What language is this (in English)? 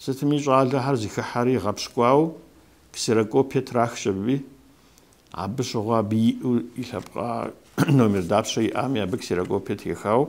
Kabardian